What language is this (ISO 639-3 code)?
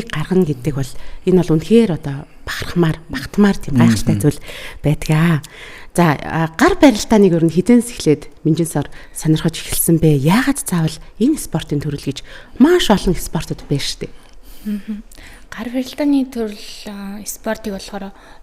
mon